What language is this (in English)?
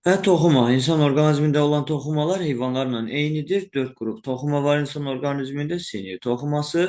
Azerbaijani